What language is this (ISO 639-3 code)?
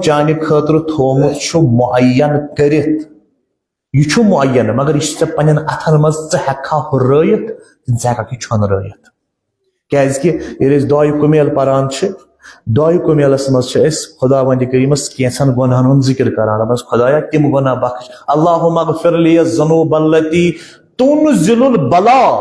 kas